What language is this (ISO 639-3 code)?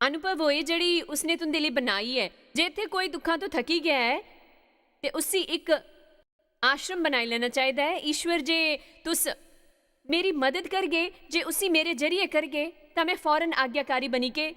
doi